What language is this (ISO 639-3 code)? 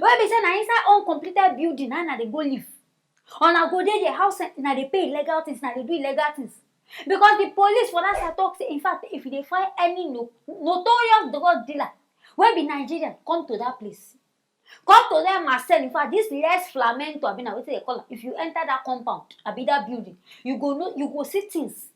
pcm